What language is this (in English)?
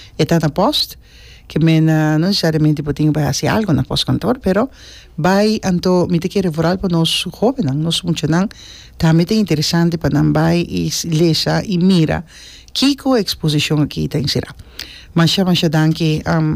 Papiamento